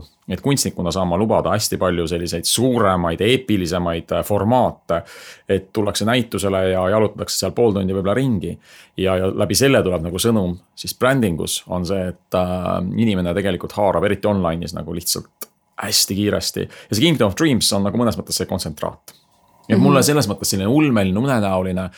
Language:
Estonian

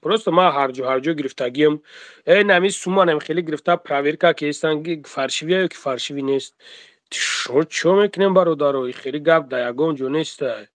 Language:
Tajik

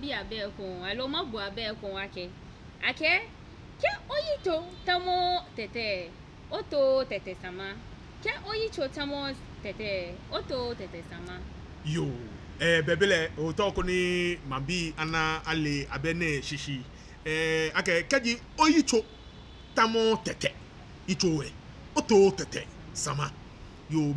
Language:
Ga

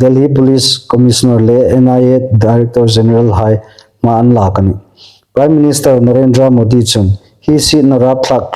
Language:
Hmar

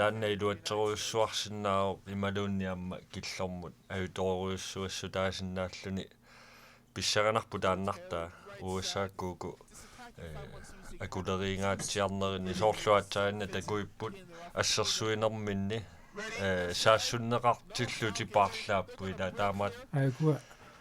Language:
Kalaallisut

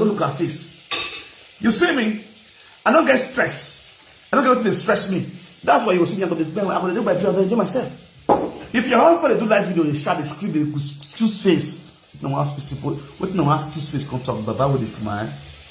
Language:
Nigerian Pidgin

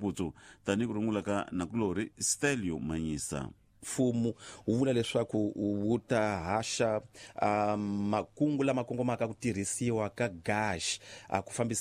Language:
Tsonga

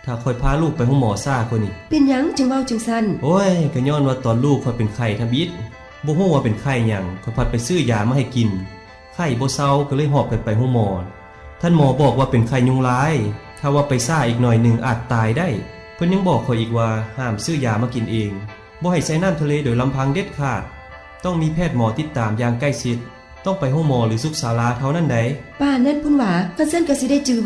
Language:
Lao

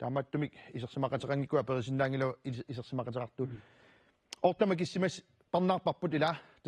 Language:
Kalaallisut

